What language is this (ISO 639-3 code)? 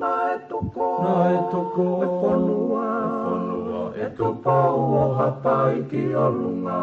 ton